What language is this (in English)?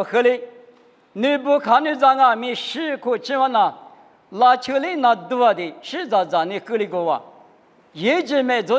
Lisu